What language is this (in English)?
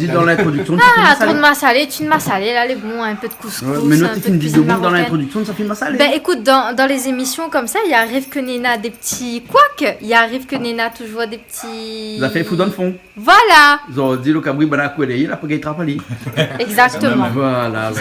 Réunion Creole French